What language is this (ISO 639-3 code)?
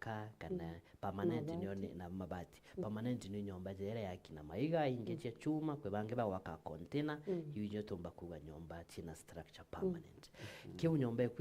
mer